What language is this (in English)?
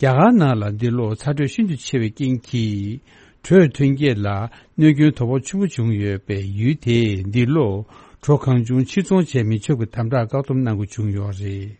Tibetan